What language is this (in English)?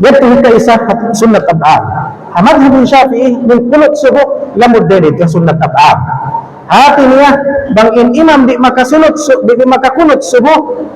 Tausug